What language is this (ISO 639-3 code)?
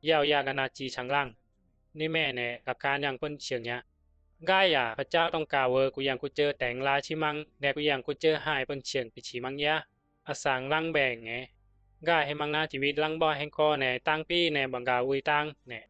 bzi